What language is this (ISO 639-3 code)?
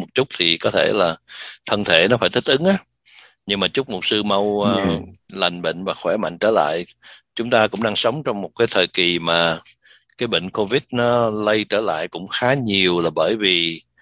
vie